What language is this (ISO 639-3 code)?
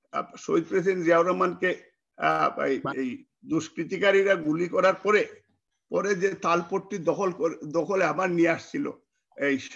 ben